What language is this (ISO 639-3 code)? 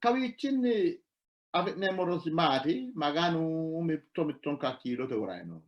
sid